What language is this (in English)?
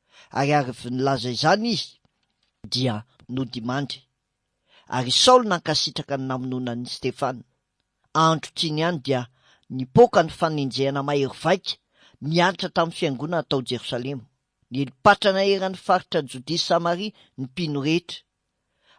Malagasy